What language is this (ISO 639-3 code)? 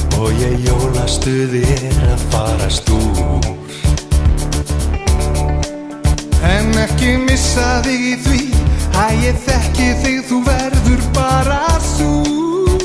isl